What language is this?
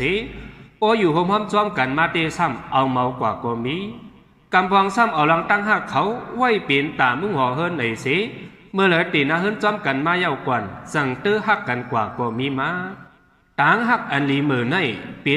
Shan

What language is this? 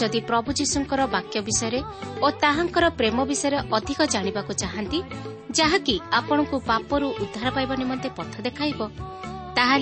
Odia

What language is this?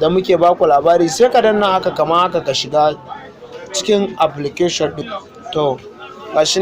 Hausa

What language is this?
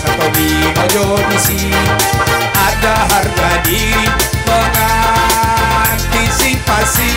Minangkabau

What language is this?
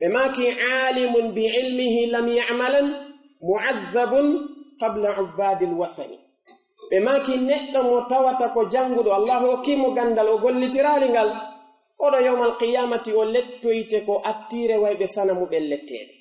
Pular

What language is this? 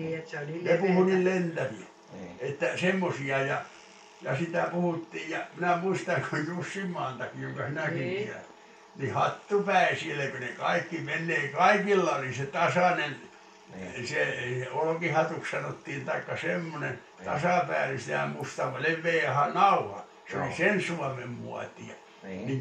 Finnish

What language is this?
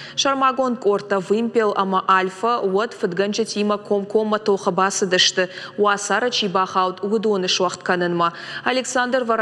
Ossetic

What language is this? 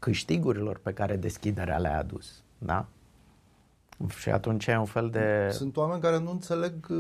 Romanian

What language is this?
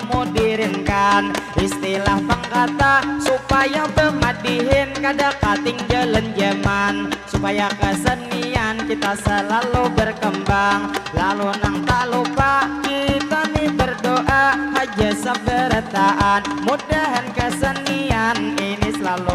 Banjar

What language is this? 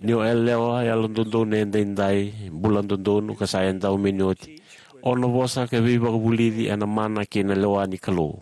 Fijian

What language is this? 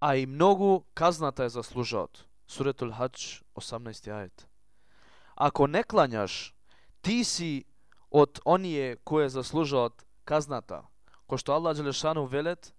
Macedonian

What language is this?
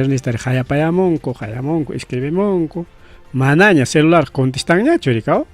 Ayacucho Quechua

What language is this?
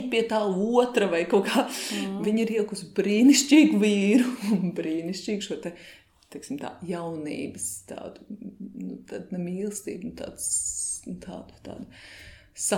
Latvian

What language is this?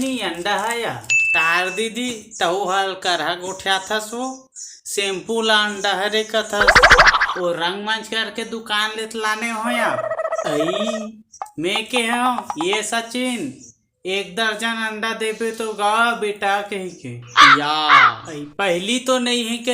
Chhattisgarhi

